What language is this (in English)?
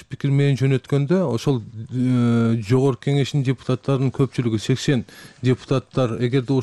Kyrgyz